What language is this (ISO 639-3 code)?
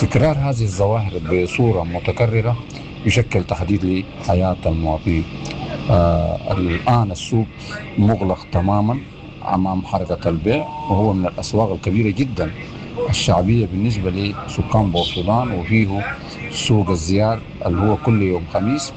apd